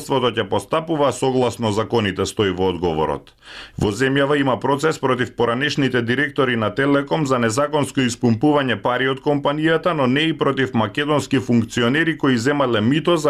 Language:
Macedonian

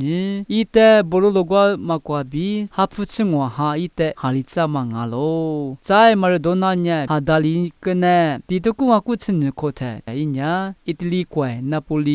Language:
Lisu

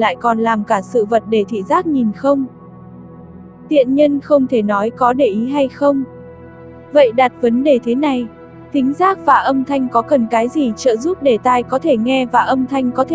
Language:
Vietnamese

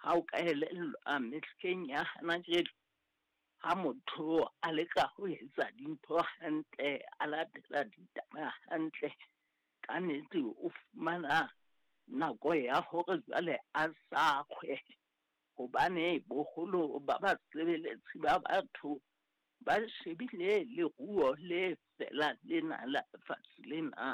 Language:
Southern Sotho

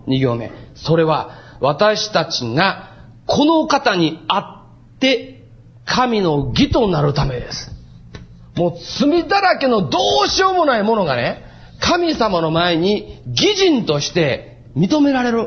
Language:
Japanese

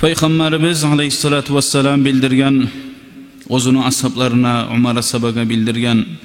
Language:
Kumyk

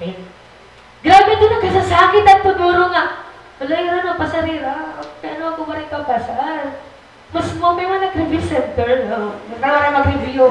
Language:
Waray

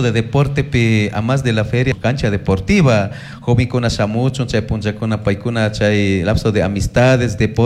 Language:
Chimborazo Highland Quichua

